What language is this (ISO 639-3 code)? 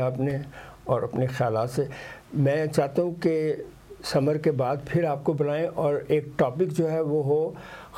urd